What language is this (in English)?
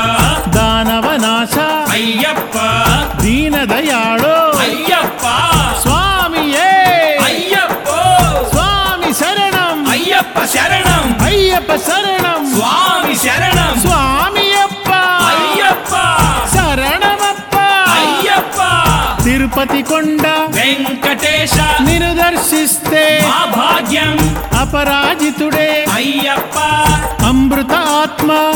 Telugu